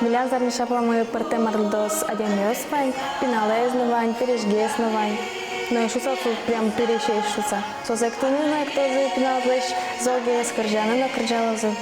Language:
Udmurt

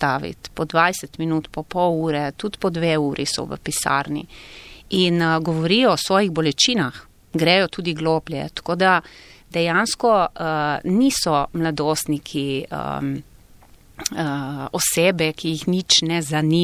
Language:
Slovenian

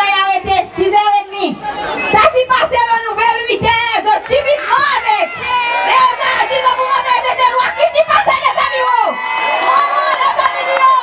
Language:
Seselwa Creole French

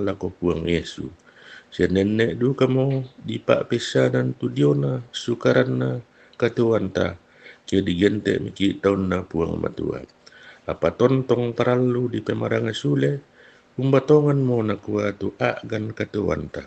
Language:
Toraja-Sa'dan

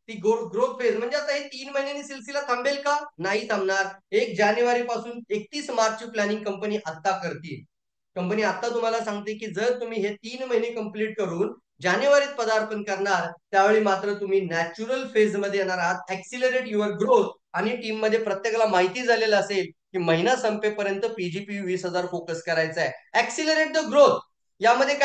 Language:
Marathi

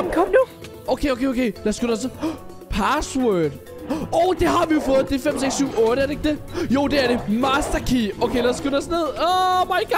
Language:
Danish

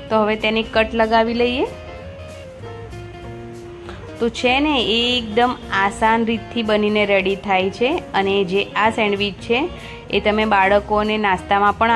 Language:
Gujarati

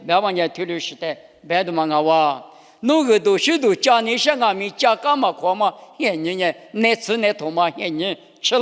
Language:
Lisu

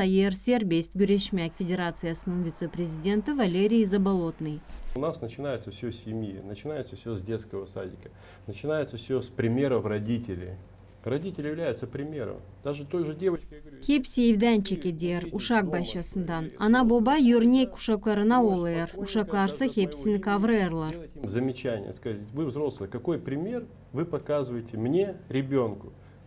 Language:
Gagauz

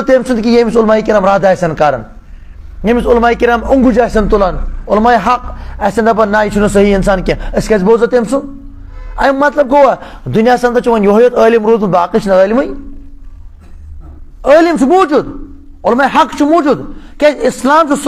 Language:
Kashmiri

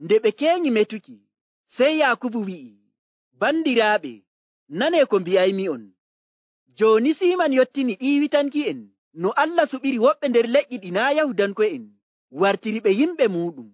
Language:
Nigerian Fulfulde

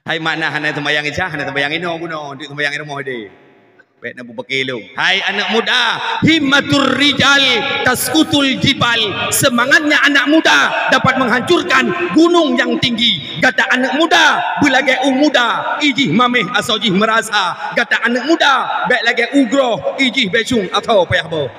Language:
Achinese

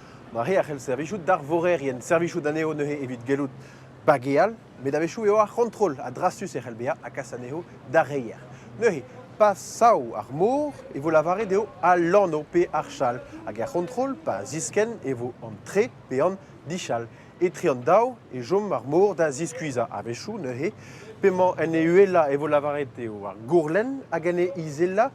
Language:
Breton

